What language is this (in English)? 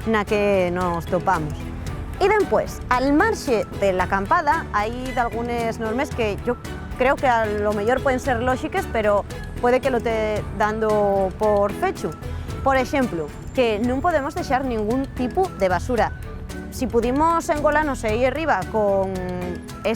Asturian